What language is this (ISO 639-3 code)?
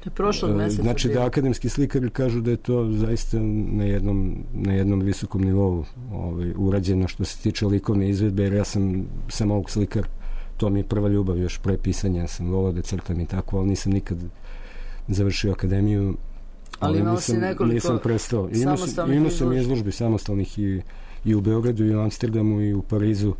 srp